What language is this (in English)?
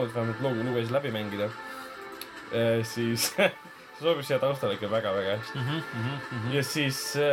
Estonian